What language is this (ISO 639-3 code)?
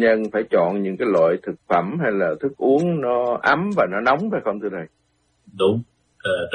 vie